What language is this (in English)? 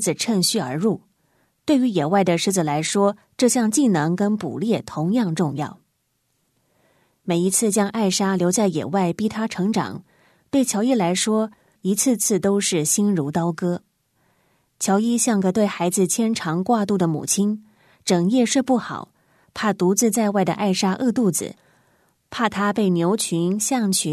Chinese